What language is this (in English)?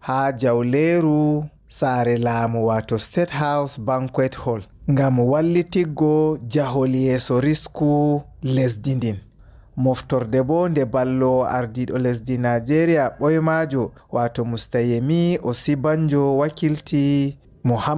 Fula